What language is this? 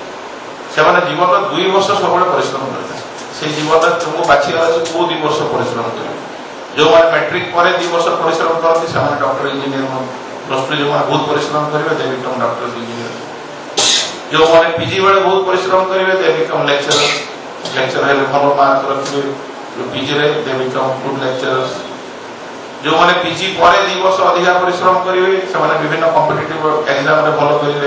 Odia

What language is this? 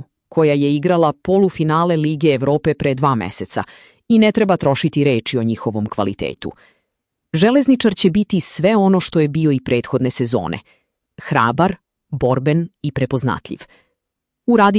Serbian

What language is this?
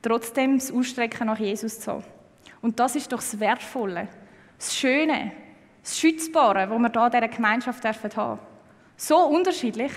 Swiss German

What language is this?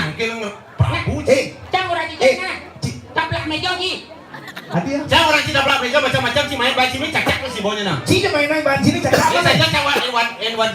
Balinese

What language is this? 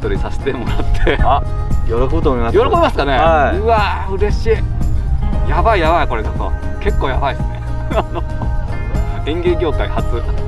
Japanese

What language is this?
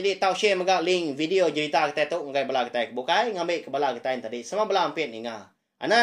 Iban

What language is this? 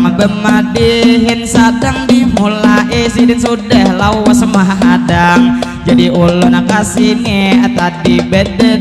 Banjar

